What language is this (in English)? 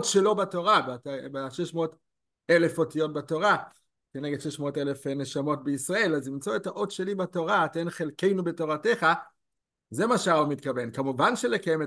Hebrew